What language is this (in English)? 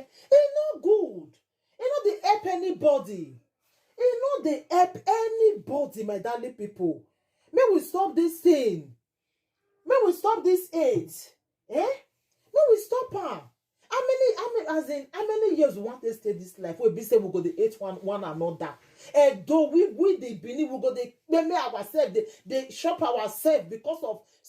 Nigerian Pidgin